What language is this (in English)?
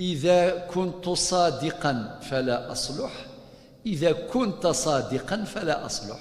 Kabyle